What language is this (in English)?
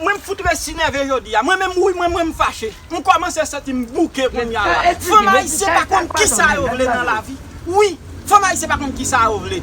Haitian Creole